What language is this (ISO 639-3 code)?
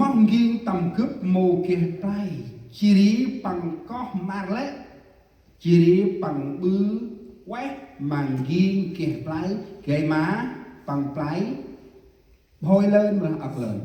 cmo